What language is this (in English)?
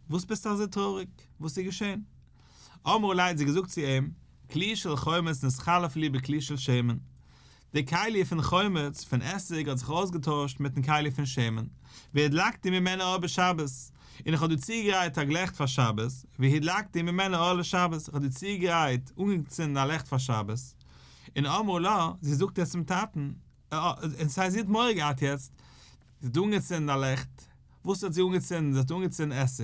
Yiddish